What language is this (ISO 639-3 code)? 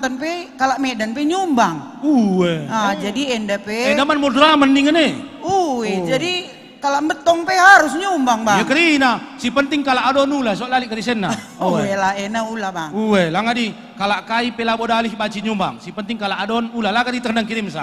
btx